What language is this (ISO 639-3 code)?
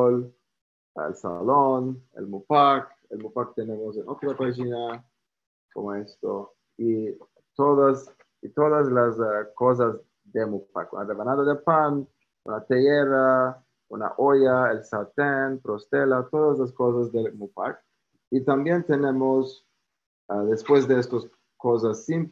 lad